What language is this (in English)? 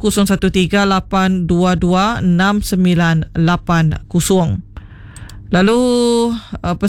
Iban